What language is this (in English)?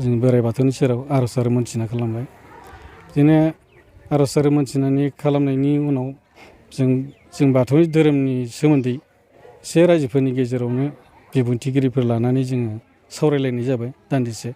Bodo